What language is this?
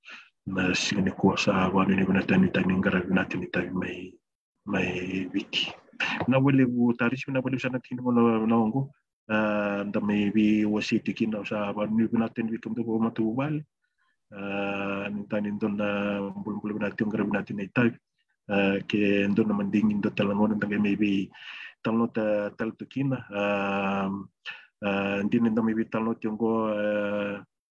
Fijian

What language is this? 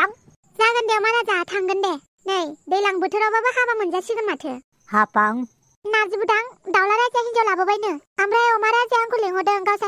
Bodo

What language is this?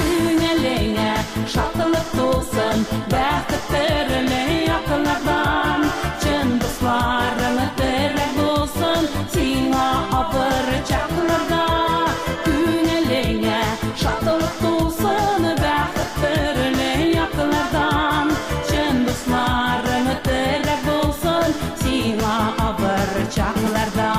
Bashkir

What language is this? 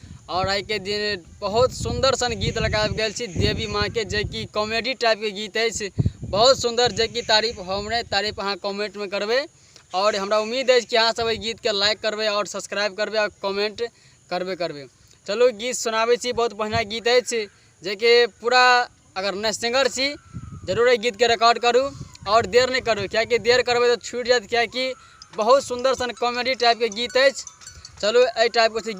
Maithili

